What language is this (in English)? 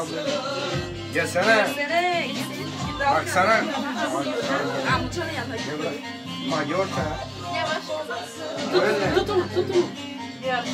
Turkish